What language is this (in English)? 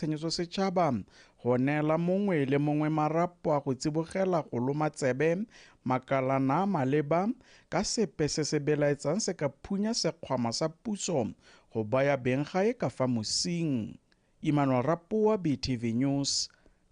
Tswana